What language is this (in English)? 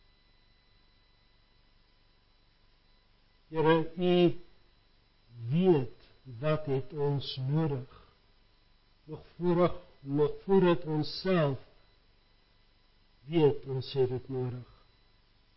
Afrikaans